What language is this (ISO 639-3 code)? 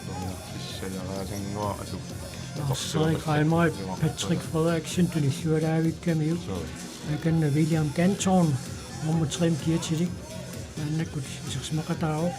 kal